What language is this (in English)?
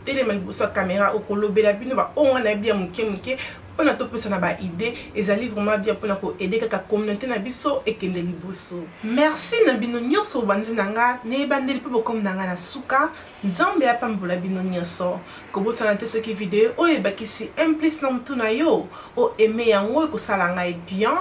Lingala